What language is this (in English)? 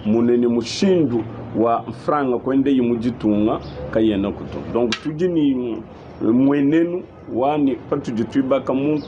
Luba-Lulua